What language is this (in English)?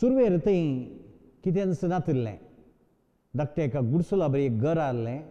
Konkani